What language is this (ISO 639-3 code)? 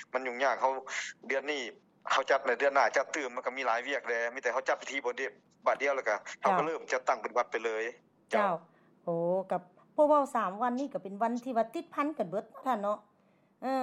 lao